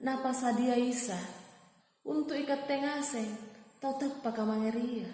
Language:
Makasar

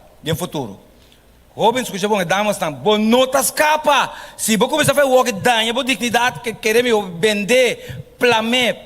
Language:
Papiamento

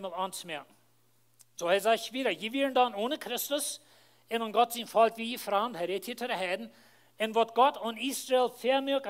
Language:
Plautdietsch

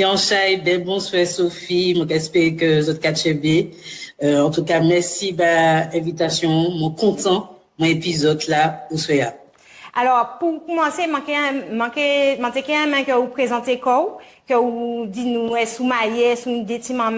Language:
Guadeloupean Creole French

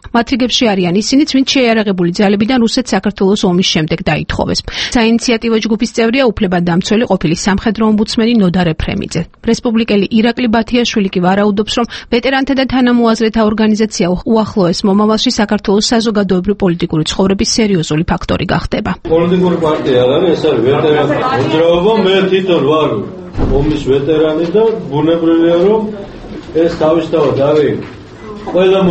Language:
Georgian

